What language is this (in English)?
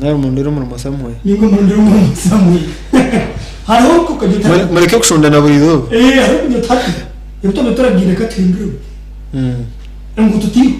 Nyankole